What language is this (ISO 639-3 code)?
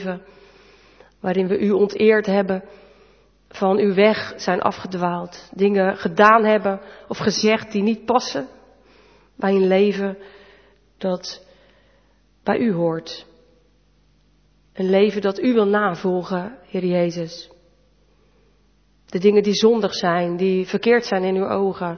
nld